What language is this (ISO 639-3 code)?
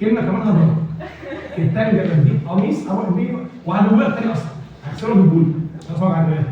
arz